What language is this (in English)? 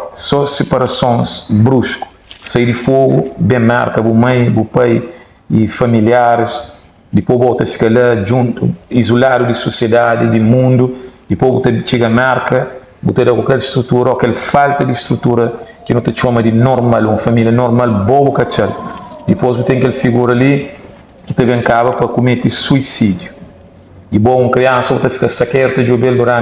Kabuverdianu